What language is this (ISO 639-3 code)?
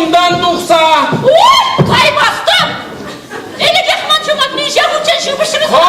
chv